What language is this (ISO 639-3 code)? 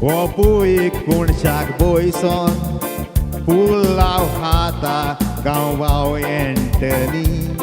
kok